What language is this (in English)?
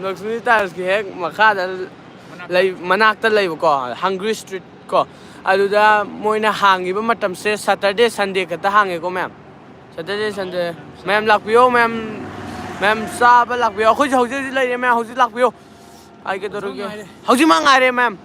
Manipuri